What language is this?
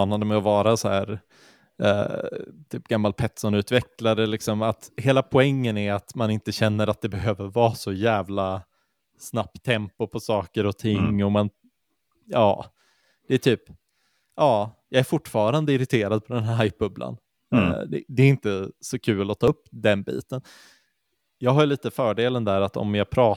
Swedish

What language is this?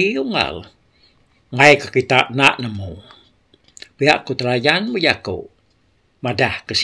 Iban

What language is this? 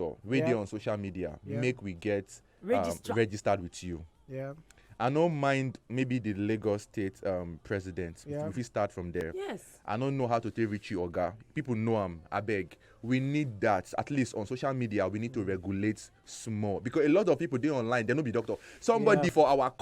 Nigerian Pidgin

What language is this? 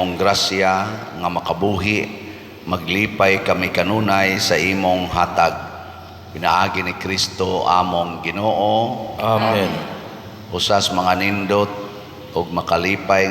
Cebuano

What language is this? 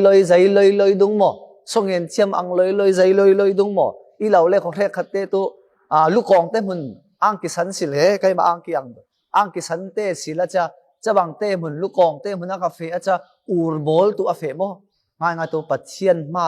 Falam Chin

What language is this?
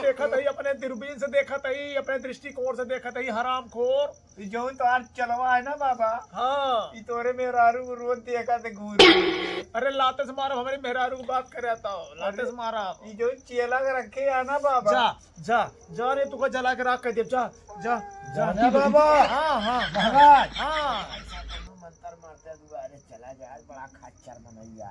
Awadhi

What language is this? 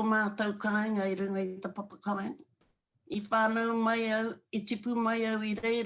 Māori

